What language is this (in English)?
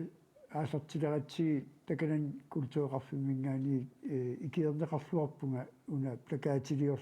Kalaallisut